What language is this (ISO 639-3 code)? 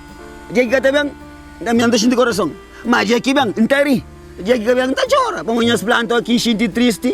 kea